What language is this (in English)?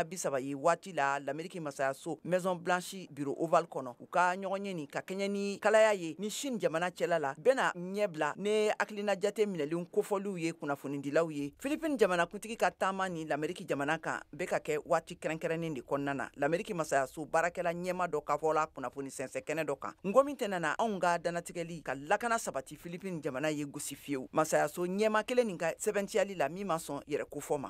Bambara